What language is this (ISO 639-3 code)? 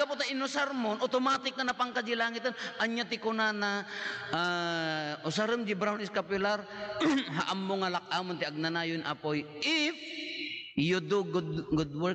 ilo